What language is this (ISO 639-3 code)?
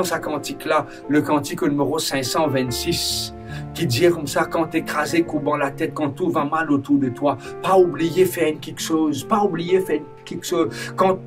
mfe